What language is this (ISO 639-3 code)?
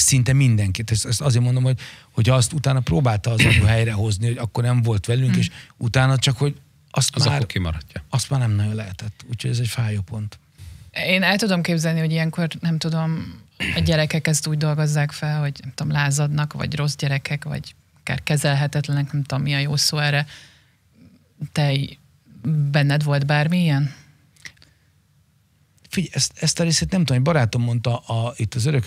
hun